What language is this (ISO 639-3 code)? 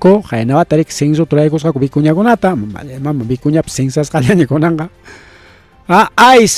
quy